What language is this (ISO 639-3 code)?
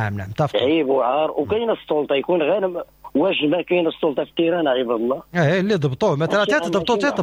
ary